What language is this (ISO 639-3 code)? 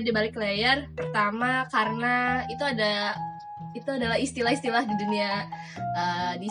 ind